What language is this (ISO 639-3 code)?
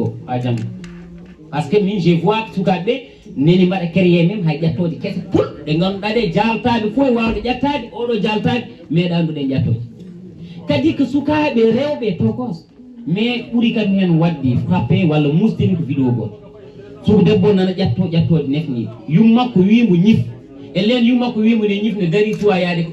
ful